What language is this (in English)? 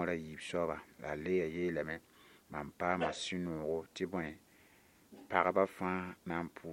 Mossi